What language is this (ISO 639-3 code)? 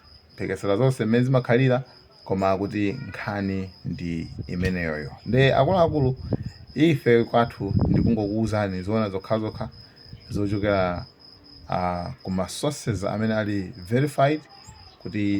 nya